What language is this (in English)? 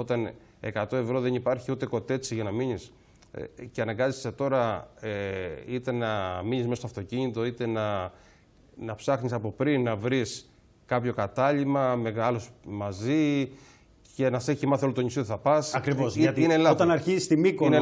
Greek